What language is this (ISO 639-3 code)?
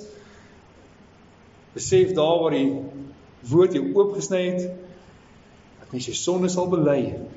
afr